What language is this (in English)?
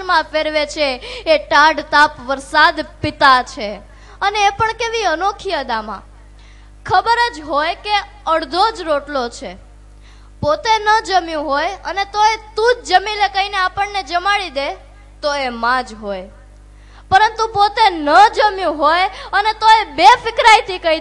Gujarati